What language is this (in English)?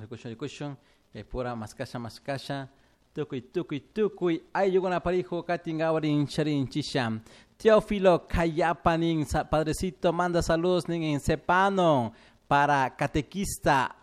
Chimborazo Highland Quichua